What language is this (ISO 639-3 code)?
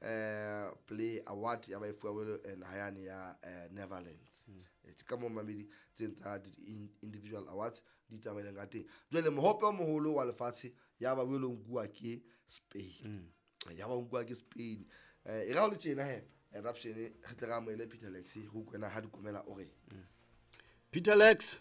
sot